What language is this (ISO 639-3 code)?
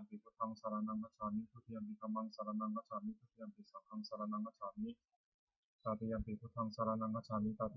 pli